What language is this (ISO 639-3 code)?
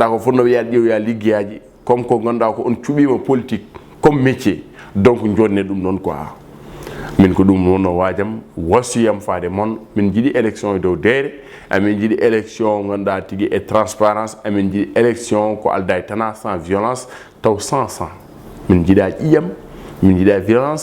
ful